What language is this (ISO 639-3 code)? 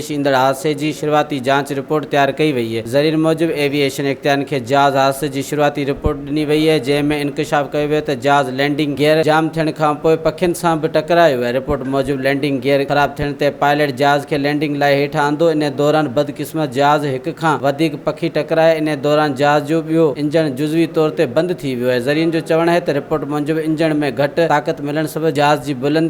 snd